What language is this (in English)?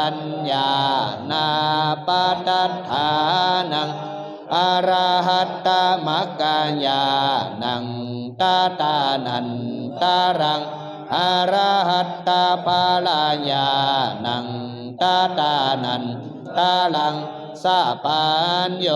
Pali